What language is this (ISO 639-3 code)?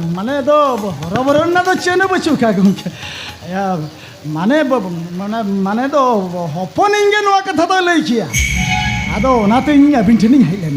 sat